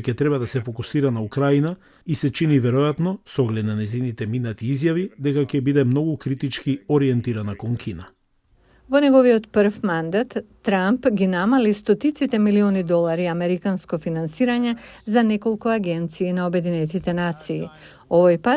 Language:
Macedonian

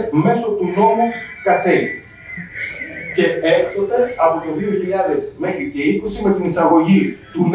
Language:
Greek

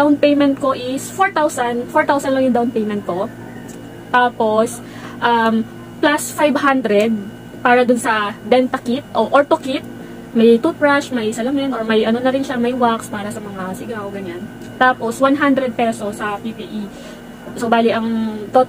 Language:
Filipino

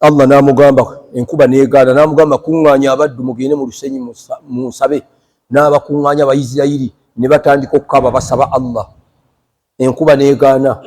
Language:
Ganda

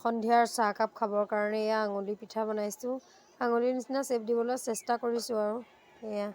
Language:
Assamese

